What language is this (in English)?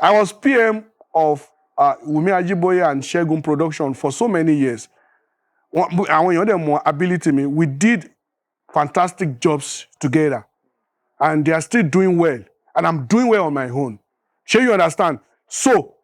Yoruba